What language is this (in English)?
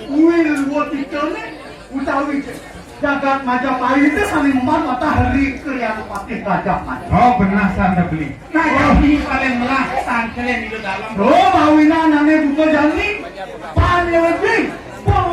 Balinese